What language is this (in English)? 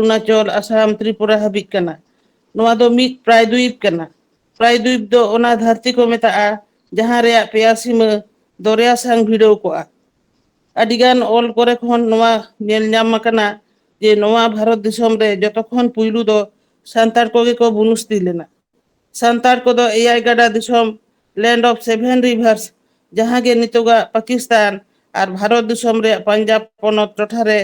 Santali